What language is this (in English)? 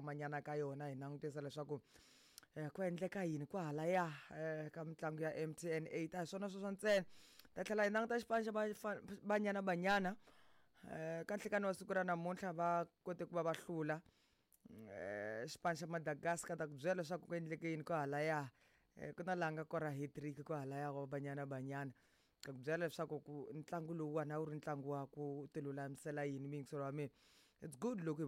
Tsonga